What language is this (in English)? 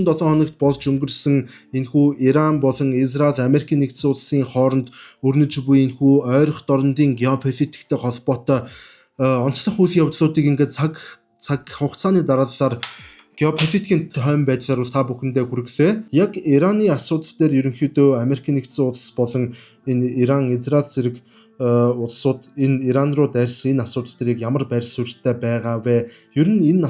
Mongolian